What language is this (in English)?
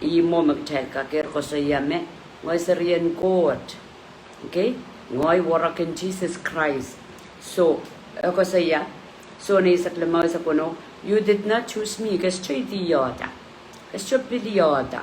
Pohnpeian